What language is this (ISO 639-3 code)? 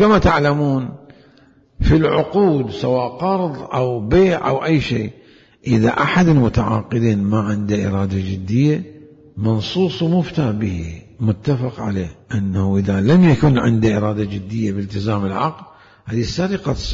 acm